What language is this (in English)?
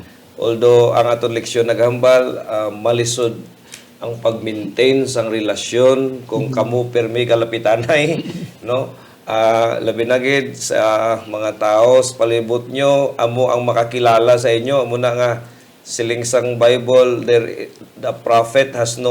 Hiligaynon